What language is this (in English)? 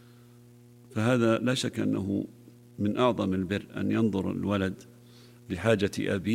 Arabic